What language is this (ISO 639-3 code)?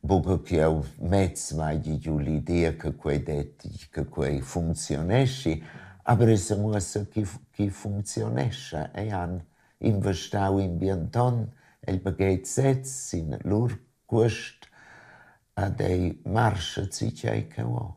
roh